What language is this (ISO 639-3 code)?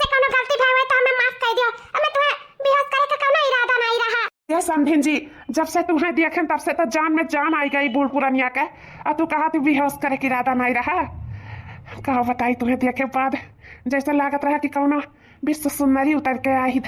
awa